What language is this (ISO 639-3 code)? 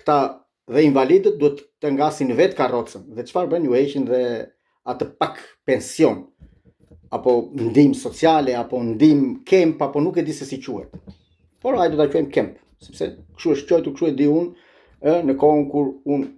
sqi